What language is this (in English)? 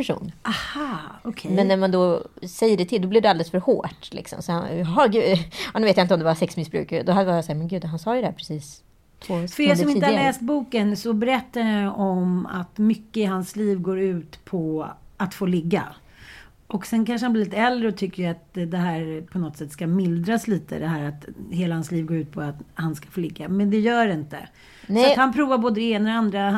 Swedish